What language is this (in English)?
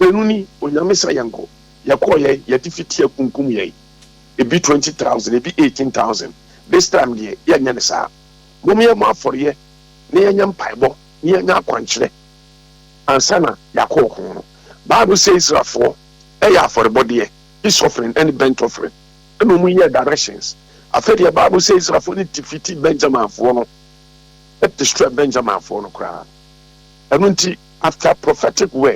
Akan